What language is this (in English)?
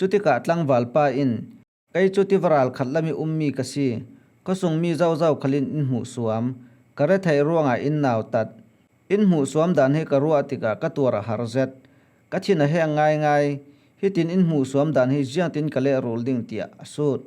Falam Chin